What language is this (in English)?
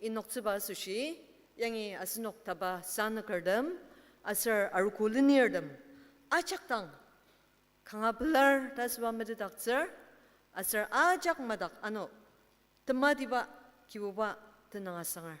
Ao Naga